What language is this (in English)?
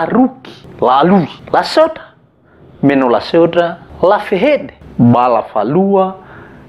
Nias